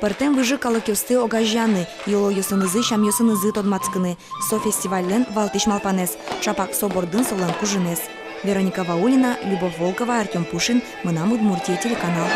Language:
Udmurt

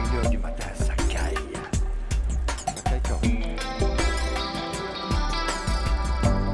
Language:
French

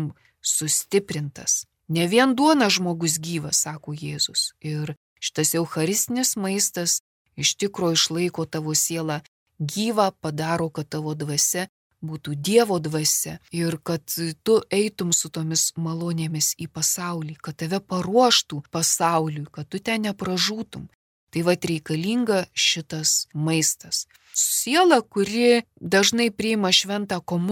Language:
Lithuanian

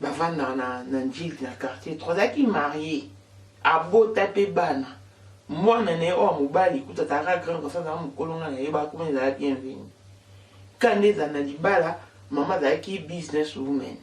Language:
Lingala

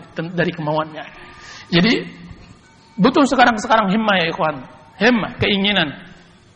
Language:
Indonesian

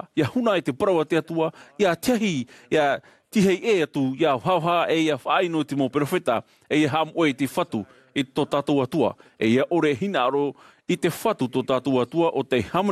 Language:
Tahitian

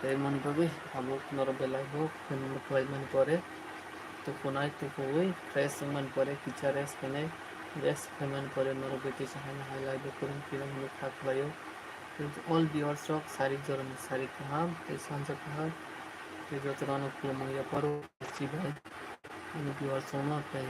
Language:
Kok Borok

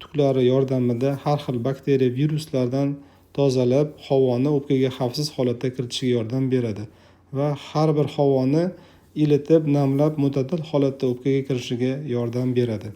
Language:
Uzbek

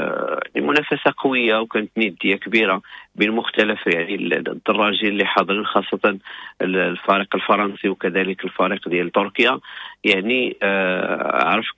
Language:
Moroccan Arabic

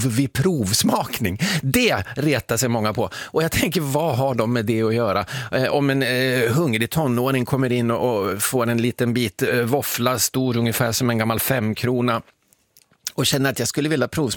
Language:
Swedish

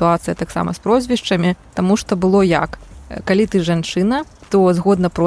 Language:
Belarusian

